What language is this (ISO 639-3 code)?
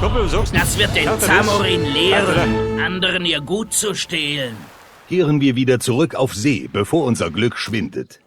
bar